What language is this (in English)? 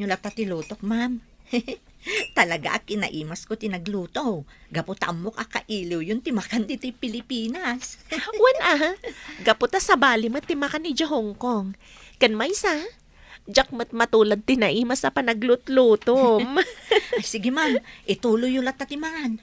Iloko